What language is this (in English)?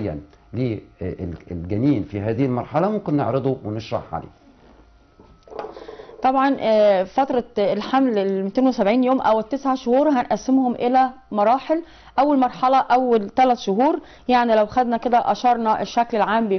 Egyptian Arabic